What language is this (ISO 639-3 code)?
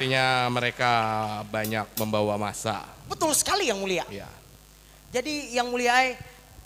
bjn